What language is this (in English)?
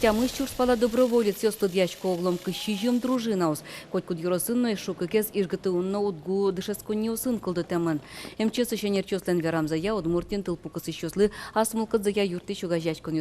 Udmurt